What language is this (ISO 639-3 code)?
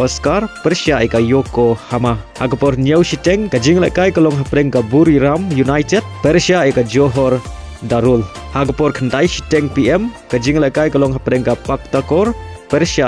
kha